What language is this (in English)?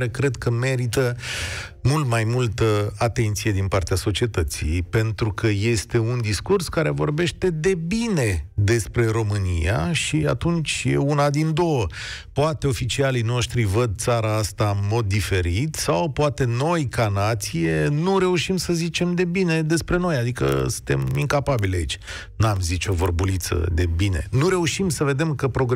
Romanian